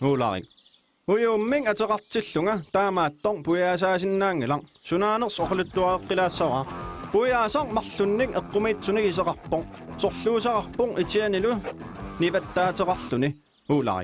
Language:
Kalaallisut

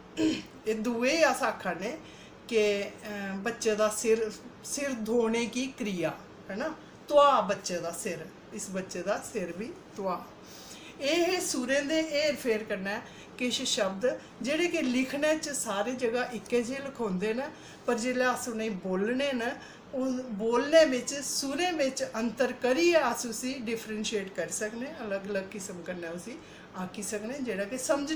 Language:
Dogri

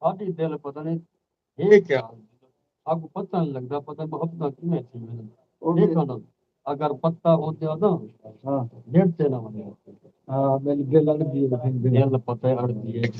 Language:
Saraiki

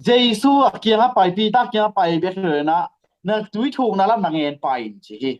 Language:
Tedim Chin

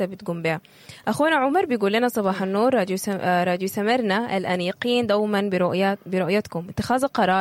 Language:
Sudanese Arabic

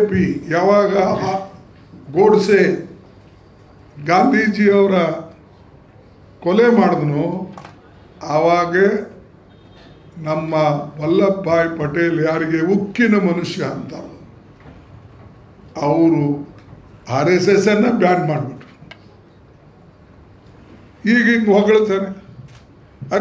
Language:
Kannada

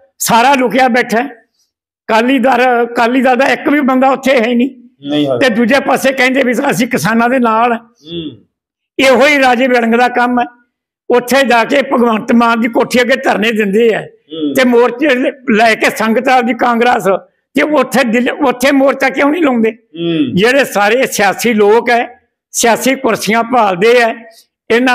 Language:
Punjabi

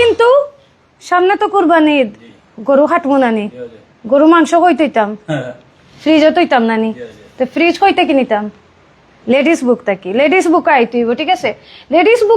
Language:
Sylheti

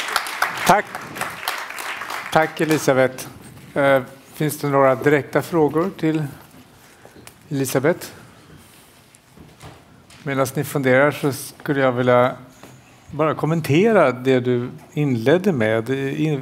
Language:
Swedish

